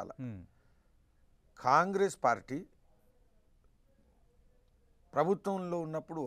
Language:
Telugu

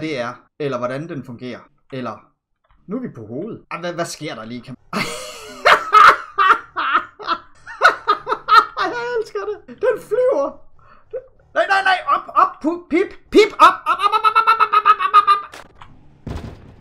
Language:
Danish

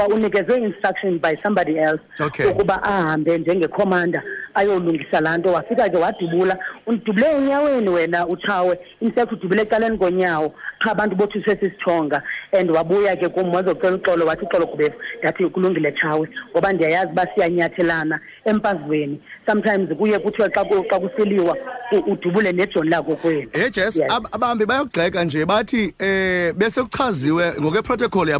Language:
Xhosa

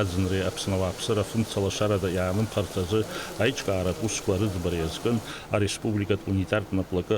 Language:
Abkhazian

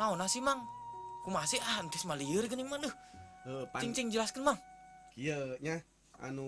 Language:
Sundanese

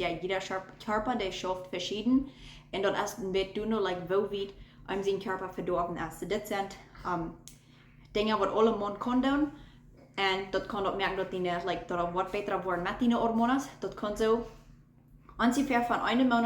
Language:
Plautdietsch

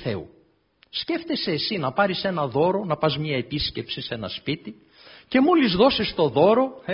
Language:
Greek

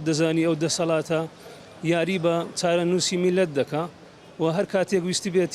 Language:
Central Kurdish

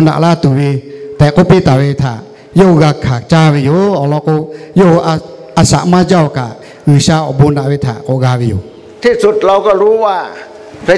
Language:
Lahu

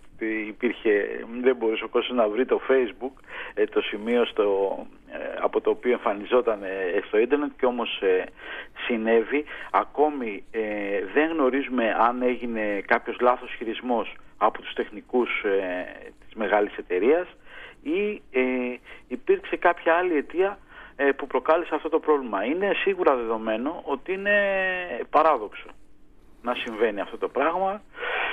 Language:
Greek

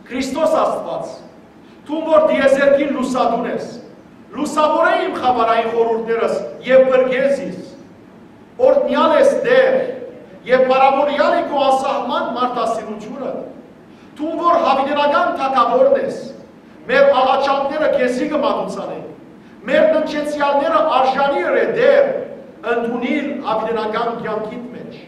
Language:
Western Armenian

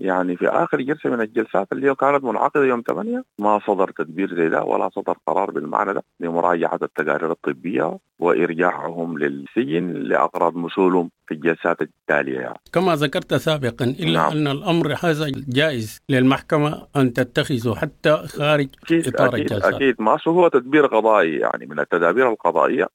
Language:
Sudanese Arabic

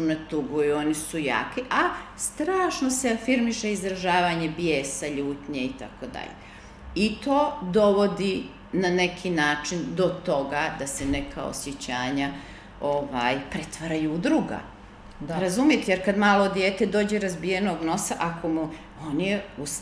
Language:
Serbian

